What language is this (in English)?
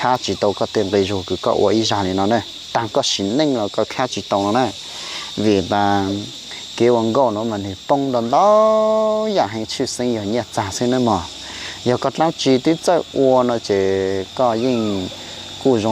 Hmong